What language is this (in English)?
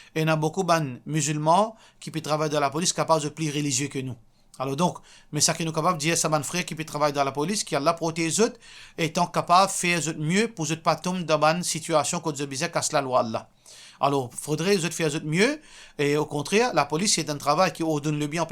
Morisyen